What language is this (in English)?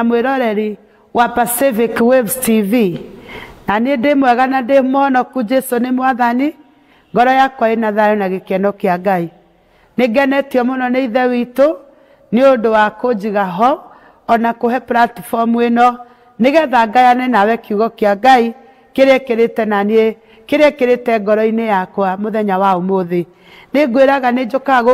Kikuyu